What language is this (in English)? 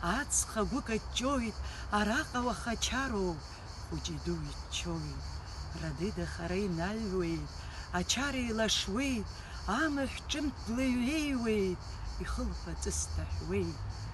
Abkhazian